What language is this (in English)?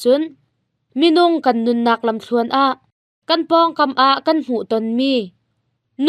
Hakha Chin